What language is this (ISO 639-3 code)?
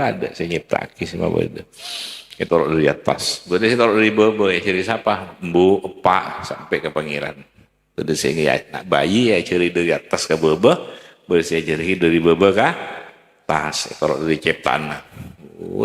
mad